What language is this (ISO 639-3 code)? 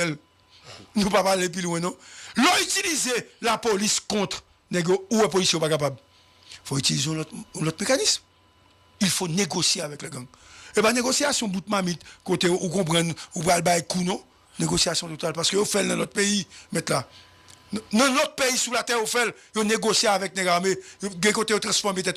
hat